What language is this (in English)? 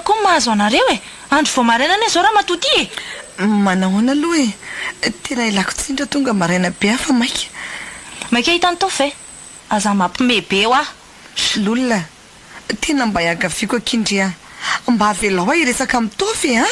Malagasy